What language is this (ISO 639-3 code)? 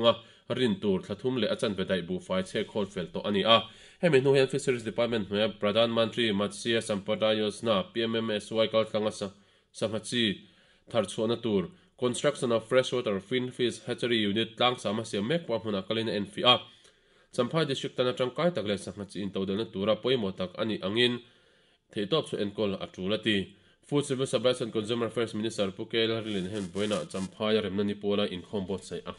lus